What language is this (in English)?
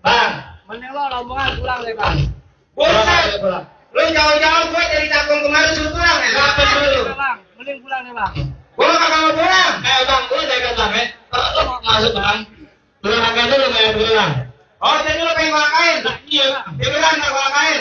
Betawi